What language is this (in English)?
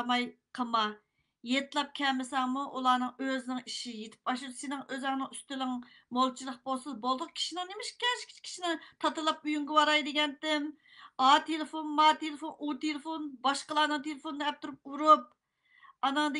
Uyghur